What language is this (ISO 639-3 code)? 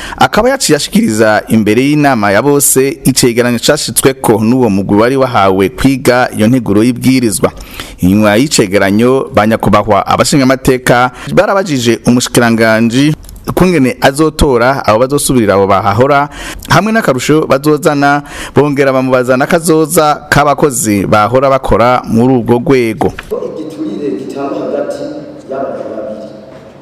run